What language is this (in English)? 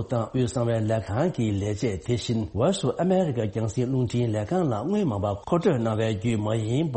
Tibetan